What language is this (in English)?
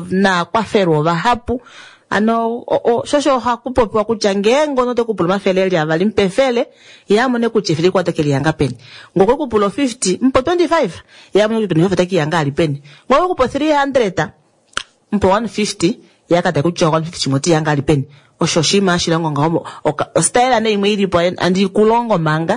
Kuanyama